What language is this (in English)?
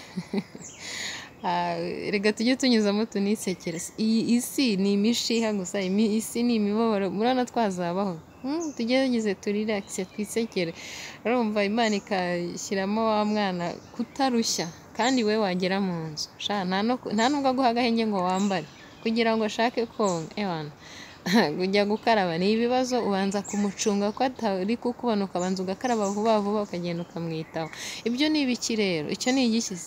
Kinyarwanda